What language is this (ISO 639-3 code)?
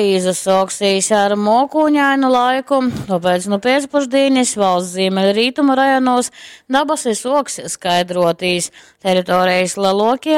ltg